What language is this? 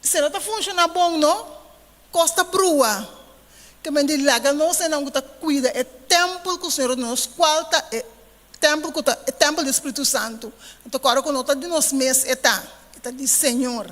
Papiamento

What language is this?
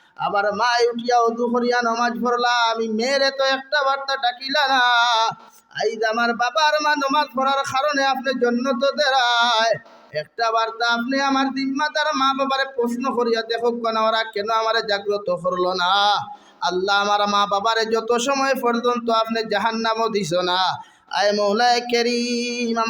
Sylheti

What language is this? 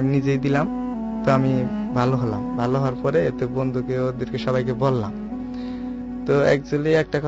Bangla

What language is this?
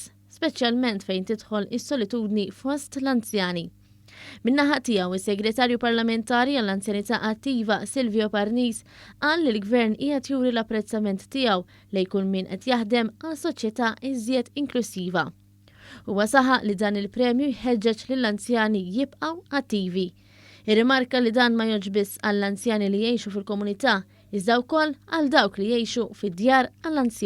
Maltese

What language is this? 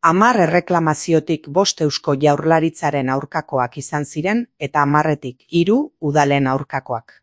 Basque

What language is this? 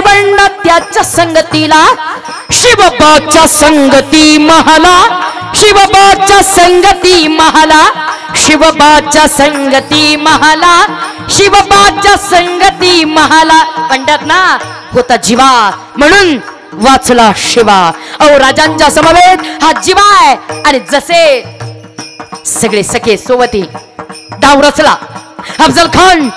Marathi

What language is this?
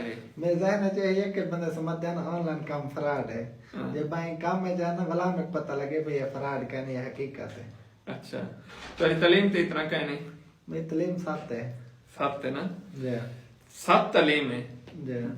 Saraiki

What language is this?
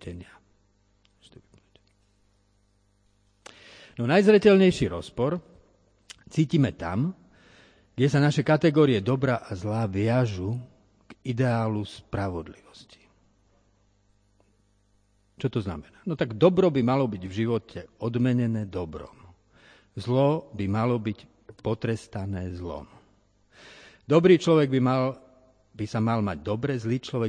Slovak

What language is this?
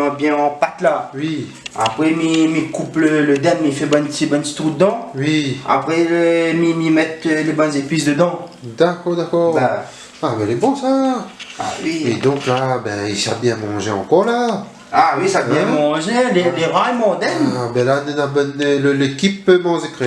Réunion Creole French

